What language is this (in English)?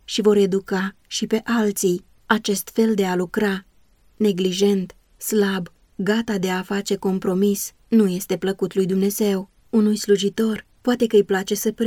Romanian